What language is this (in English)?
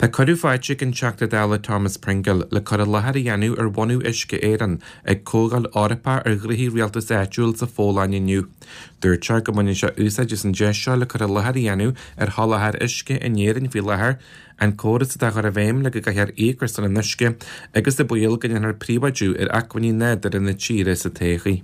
Irish